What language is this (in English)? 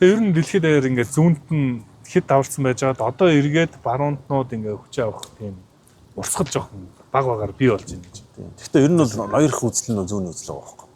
Mongolian